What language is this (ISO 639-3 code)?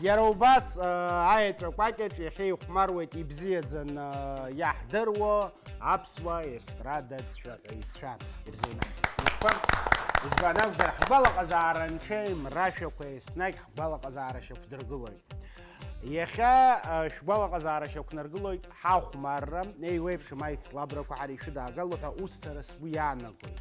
abk